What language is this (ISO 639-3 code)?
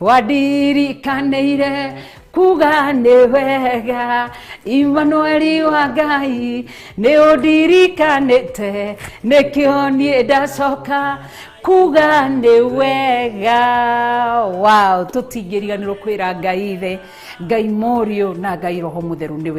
kik